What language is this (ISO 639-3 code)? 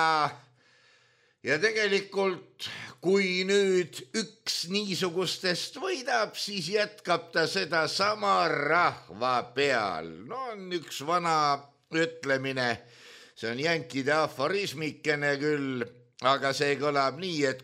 est